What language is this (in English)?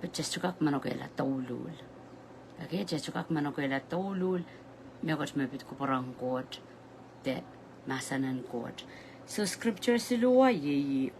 Pohnpeian